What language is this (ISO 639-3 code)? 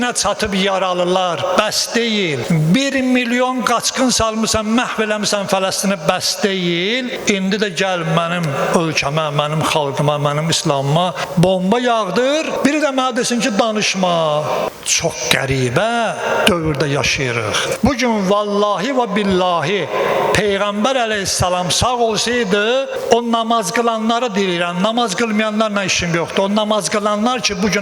aze